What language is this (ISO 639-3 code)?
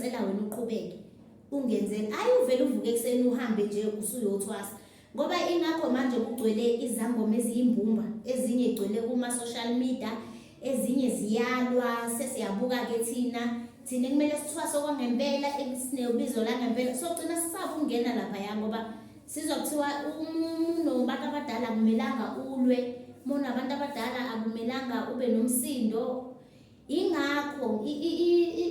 zul